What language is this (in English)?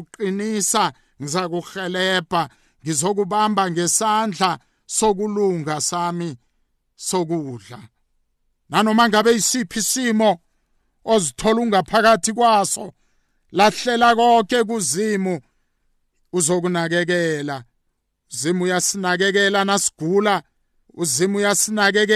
South Ndebele